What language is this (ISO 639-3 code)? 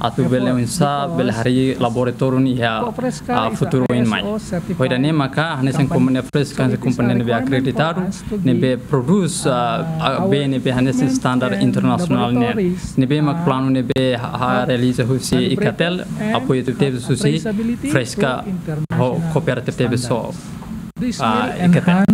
tet